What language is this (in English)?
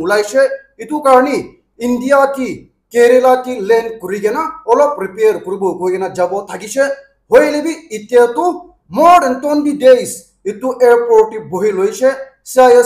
Naga Pidgin